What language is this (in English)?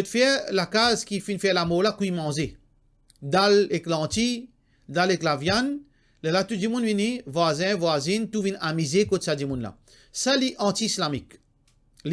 Morisyen